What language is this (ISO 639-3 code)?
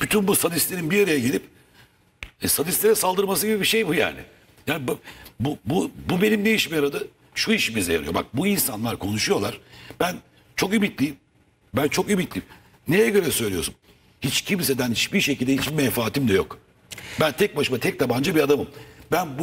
tur